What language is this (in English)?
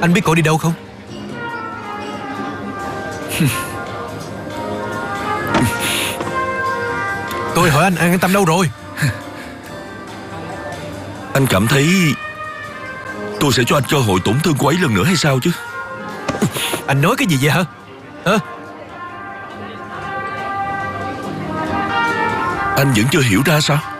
Vietnamese